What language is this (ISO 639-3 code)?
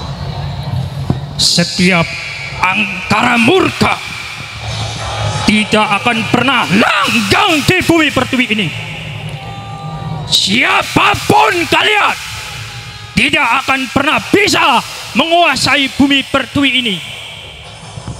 ind